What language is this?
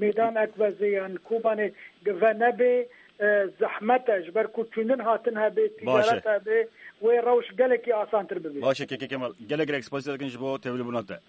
Kurdish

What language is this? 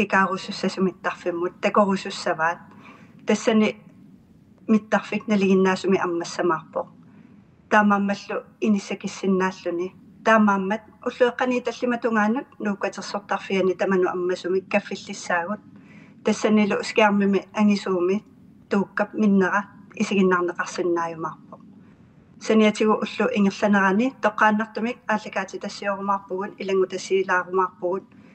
Kalaallisut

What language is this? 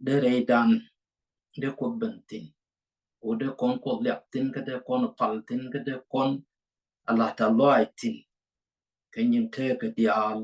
Nuer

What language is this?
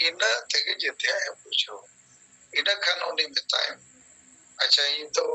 Santali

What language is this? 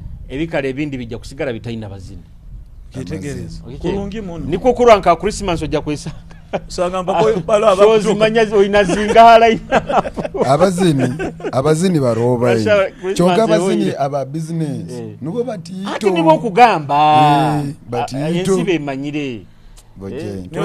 Nyoro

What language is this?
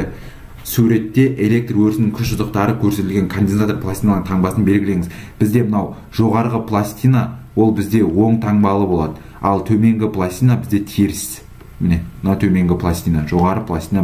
Kazakh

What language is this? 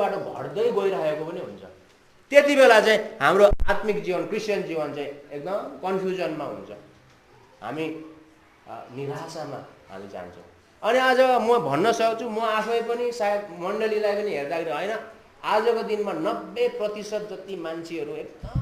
Nepali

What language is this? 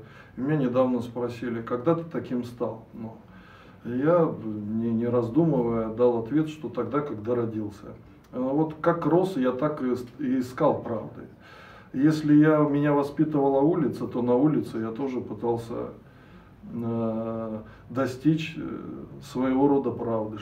Russian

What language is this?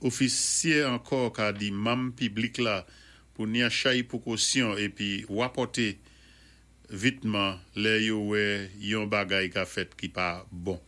Saint Lucian Creole French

